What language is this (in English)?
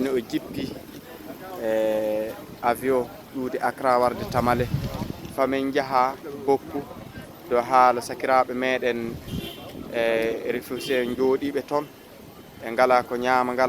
Fula